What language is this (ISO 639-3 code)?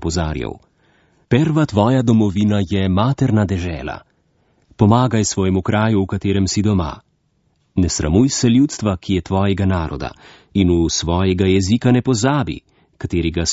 slv